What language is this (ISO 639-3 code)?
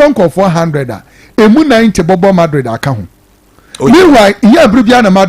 aka